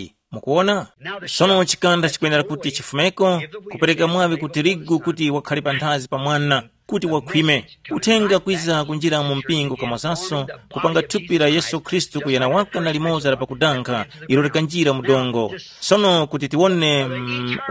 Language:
Tumbuka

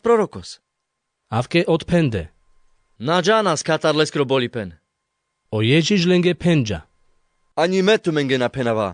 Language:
Carpathian Romani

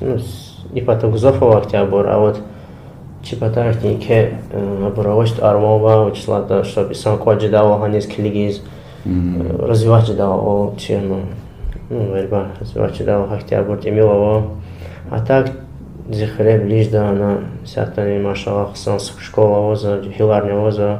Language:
Lezghian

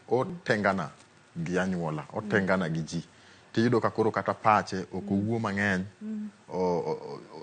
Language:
Luo (Kenya and Tanzania)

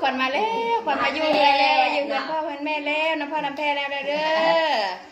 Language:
Northeastern Thai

